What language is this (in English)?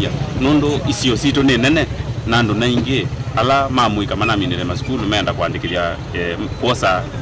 Kamba